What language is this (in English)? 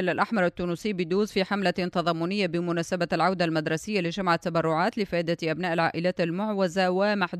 Tunisian Arabic